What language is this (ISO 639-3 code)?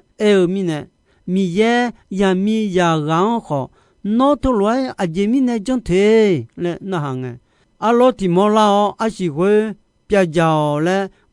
ahk